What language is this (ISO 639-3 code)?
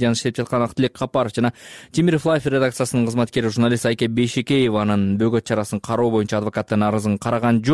kir